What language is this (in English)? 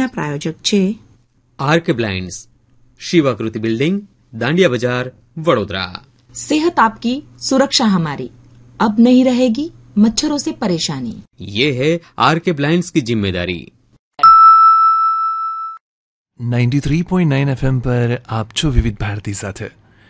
Gujarati